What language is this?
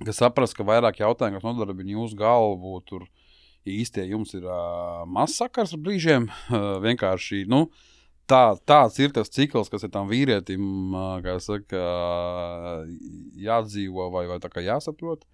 Latvian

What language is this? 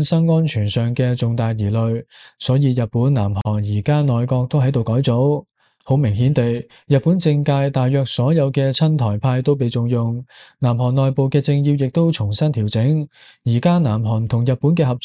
Cantonese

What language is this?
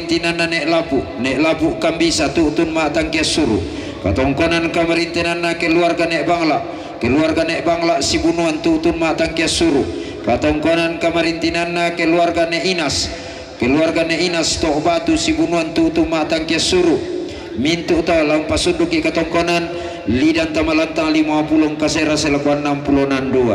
Toraja-Sa'dan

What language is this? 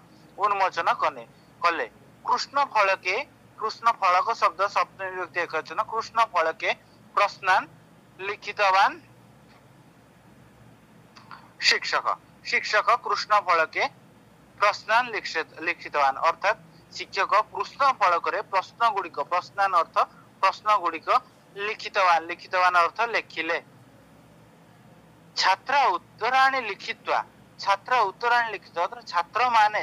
Odia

